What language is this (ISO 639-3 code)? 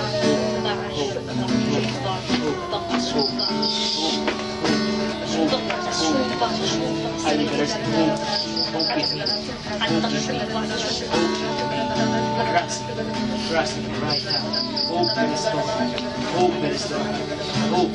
fil